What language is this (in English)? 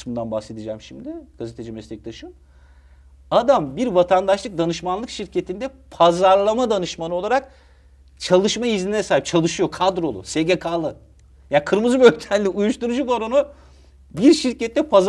Turkish